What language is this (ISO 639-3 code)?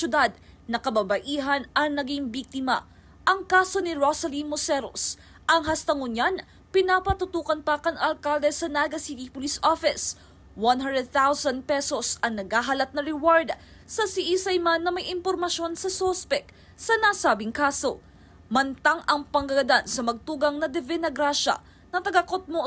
bik